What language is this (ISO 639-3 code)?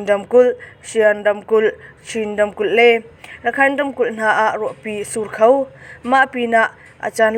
cnh